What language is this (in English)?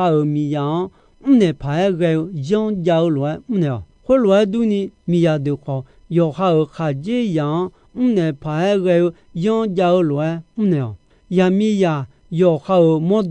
Akha